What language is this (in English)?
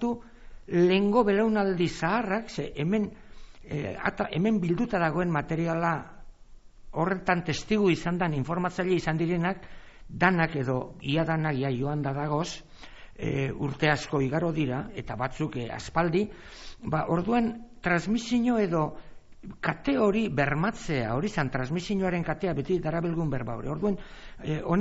Basque